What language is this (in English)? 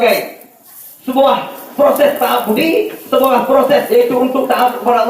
Achinese